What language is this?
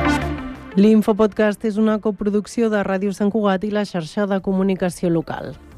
Catalan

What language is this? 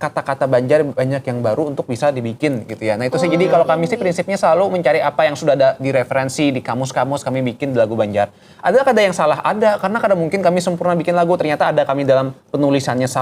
Banjar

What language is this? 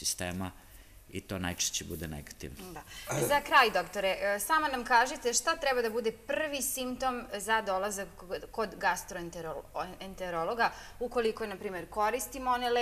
Serbian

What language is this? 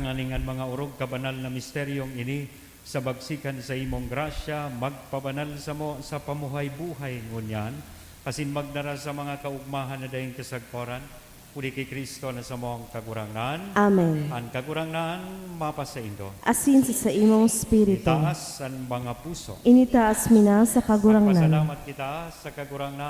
Bikol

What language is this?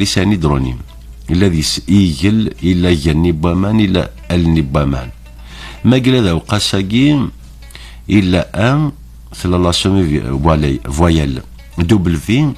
Kabyle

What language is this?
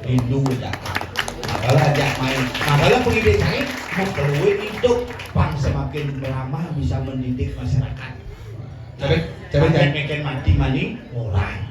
Balinese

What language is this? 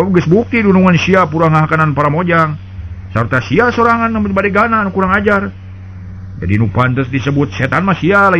Sundanese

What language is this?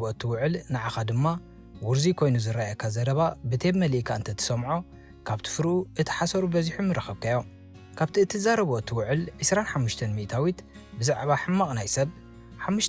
Tigrinya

